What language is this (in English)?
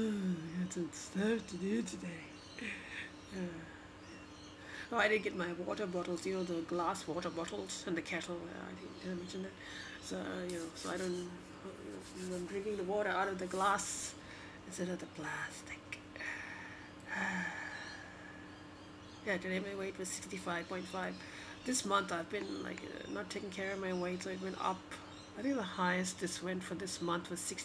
English